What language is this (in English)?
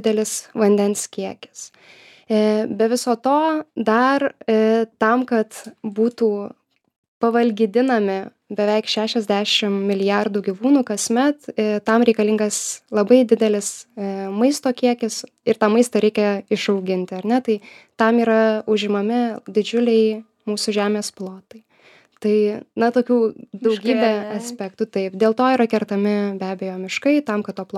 Lithuanian